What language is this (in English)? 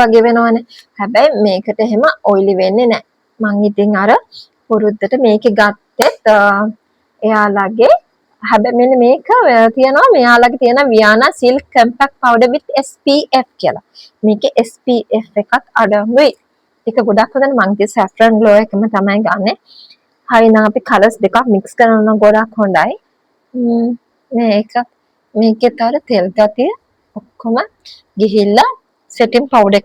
Sinhala